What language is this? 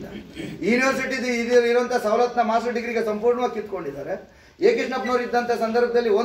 Kannada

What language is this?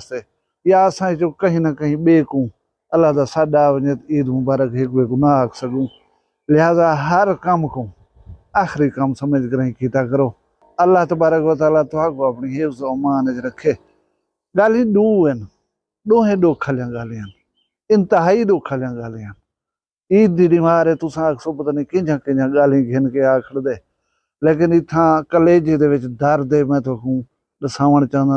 Saraiki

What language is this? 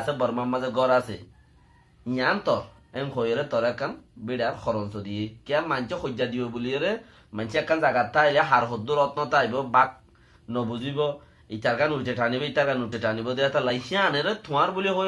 Rohingya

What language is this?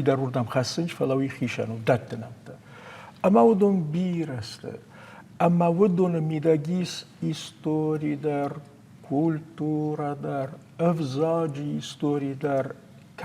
Ossetic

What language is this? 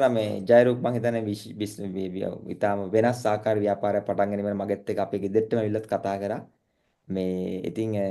Sinhala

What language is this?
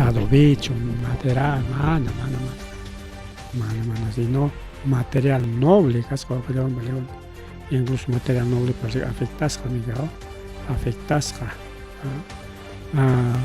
Ayacucho Quechua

